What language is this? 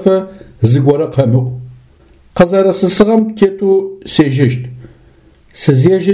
Adyghe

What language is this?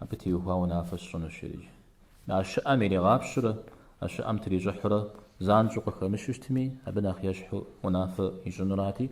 Kabardian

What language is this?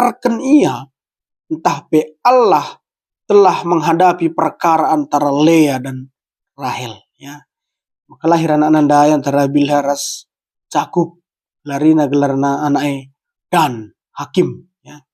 Batak Karo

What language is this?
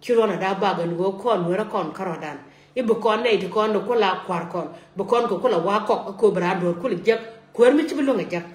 Nuer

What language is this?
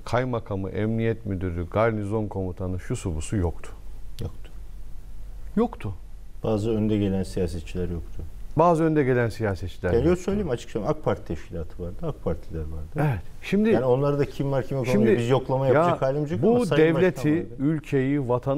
Turkish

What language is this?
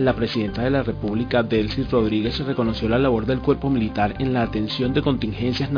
Spanish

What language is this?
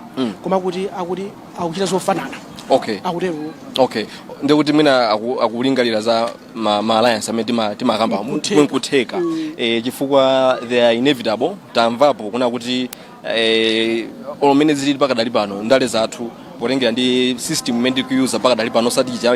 Nyanja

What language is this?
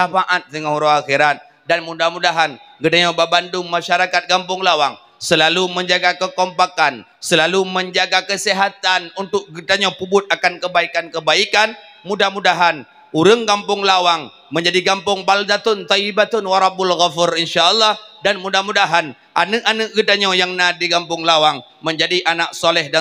Achinese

